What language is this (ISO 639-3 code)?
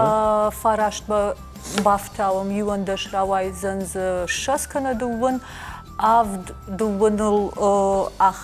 oss